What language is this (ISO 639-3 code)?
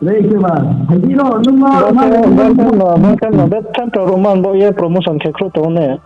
ria